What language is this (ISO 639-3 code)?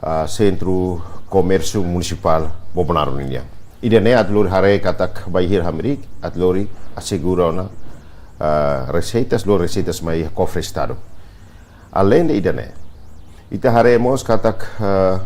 tet